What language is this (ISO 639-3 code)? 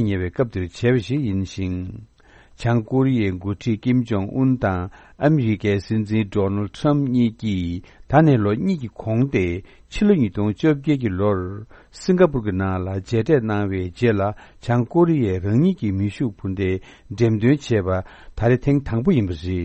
bod